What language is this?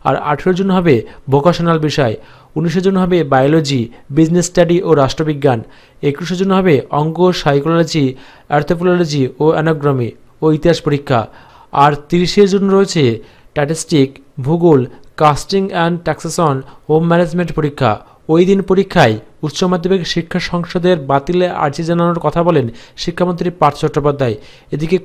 Bangla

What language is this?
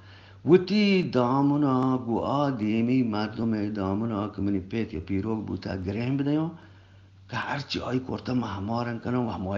Eastern Balochi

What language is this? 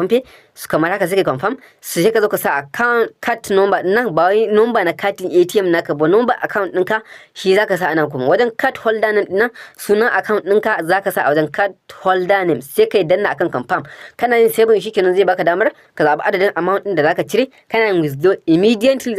Hausa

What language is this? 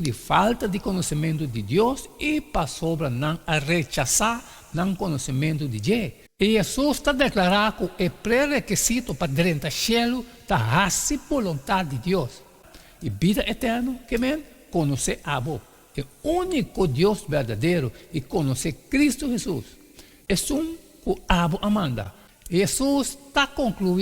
Papiamento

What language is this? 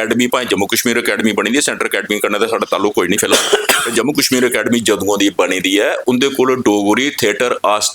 Dogri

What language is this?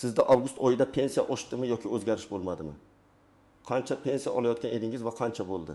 Uzbek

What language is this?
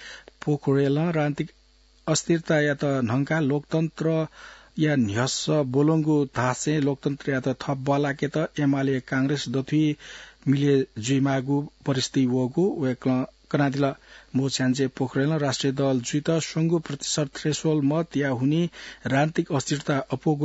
Newari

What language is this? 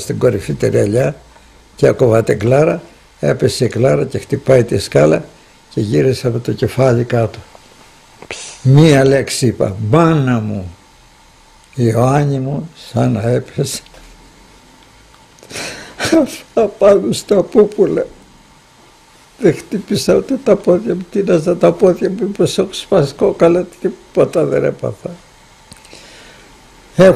Greek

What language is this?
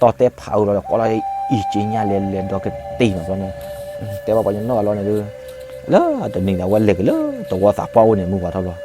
S'gaw Karen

